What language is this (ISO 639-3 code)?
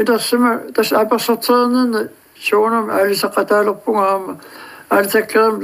kal